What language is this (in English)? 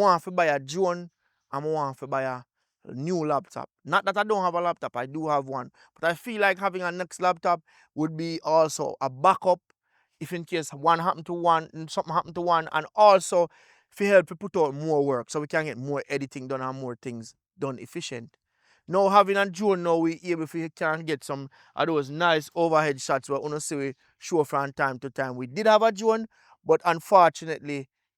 Jamaican Creole English